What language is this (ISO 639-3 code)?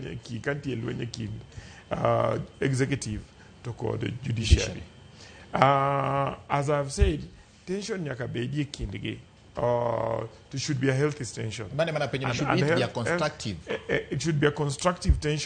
luo